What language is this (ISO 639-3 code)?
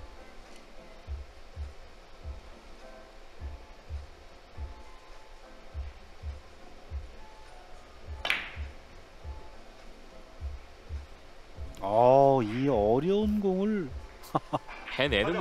kor